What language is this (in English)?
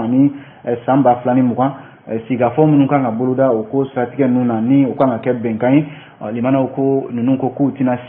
Bambara